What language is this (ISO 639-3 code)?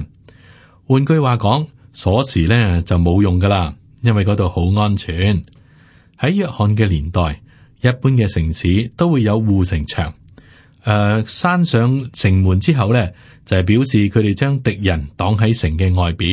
yue